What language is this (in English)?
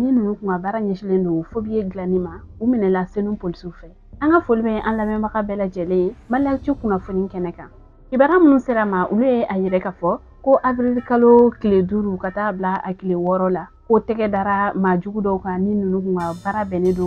Bambara